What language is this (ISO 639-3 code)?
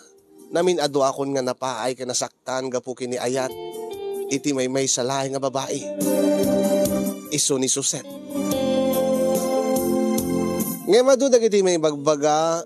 ilo